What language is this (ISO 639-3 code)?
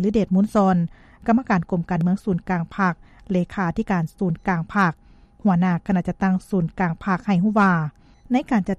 lao